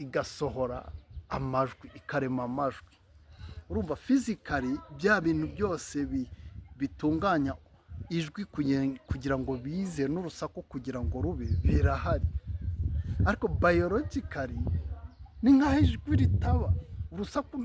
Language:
Kinyarwanda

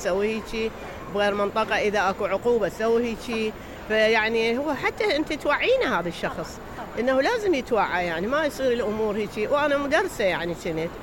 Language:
Mesopotamian Arabic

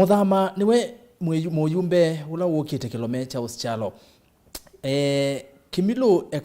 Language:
Kamba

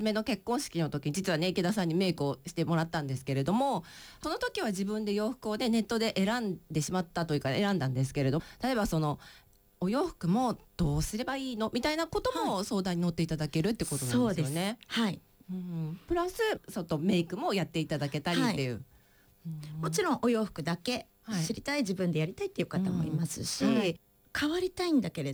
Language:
Japanese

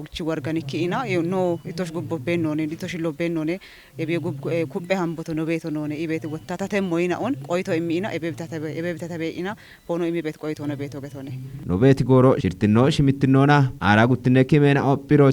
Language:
Kafa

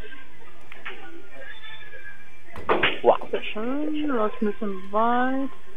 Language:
German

